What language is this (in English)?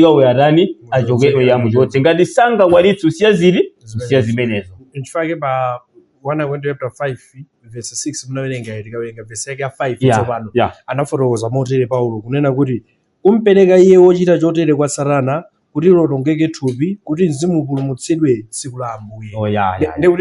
Nyanja